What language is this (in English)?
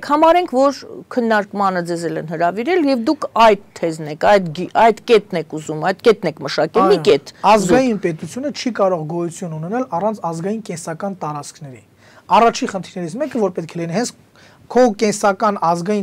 Armenian